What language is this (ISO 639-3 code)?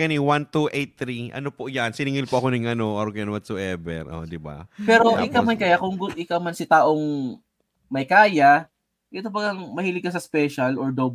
bik